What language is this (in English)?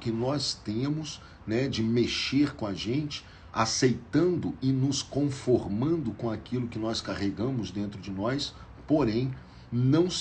Portuguese